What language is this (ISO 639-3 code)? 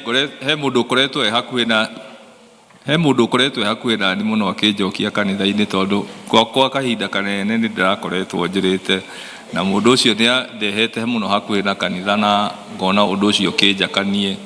kik